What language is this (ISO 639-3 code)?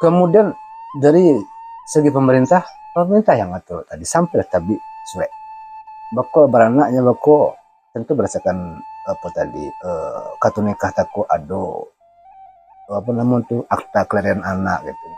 min